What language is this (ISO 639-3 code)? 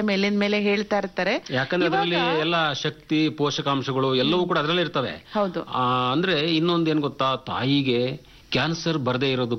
kan